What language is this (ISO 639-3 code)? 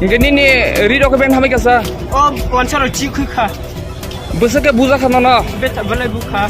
ria